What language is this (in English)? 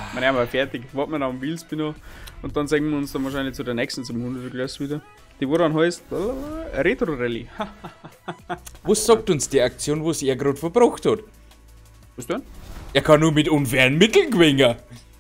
Bavarian